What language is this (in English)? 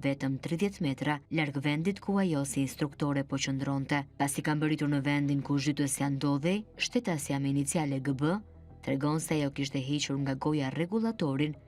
Albanian